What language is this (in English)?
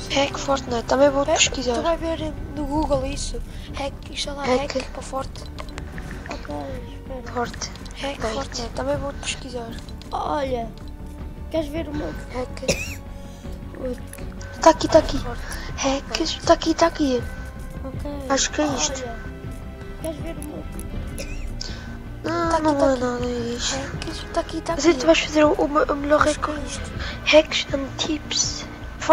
Portuguese